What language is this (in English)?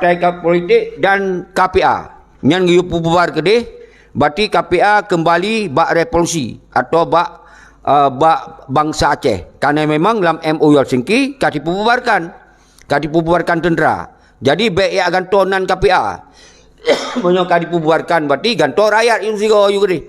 Achinese